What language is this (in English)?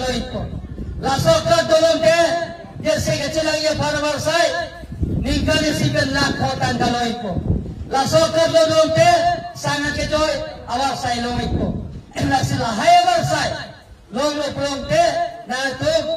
Karbi